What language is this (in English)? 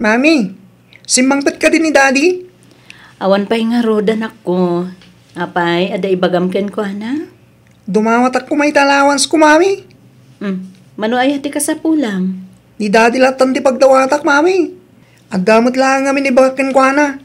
Iloko